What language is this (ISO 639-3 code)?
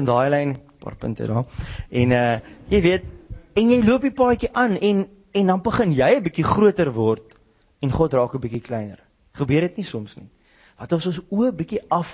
afr